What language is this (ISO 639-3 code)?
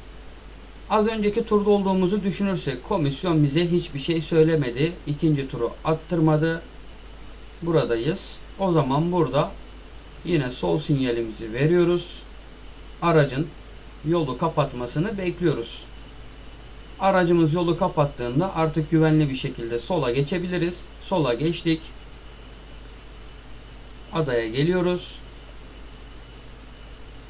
tur